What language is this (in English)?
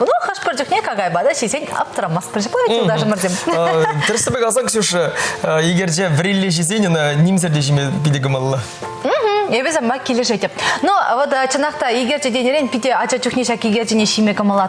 Chuvash